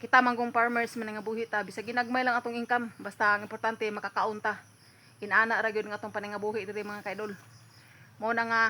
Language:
Cebuano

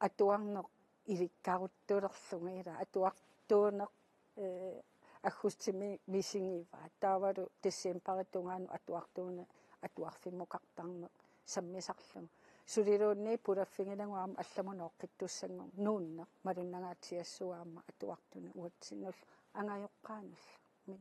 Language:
Kalaallisut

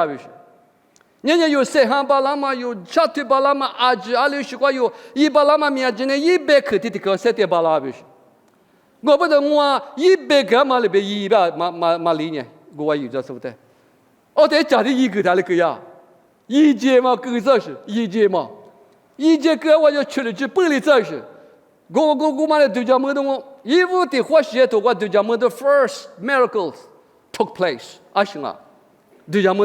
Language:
Lisu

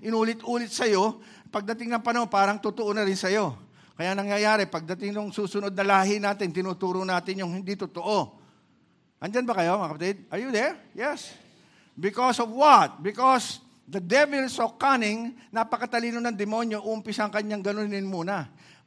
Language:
Filipino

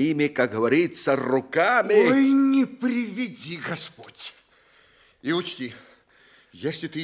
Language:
Russian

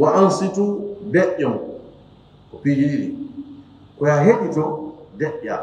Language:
Fula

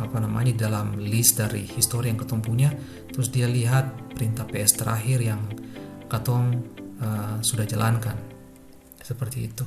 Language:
Ambonese Malay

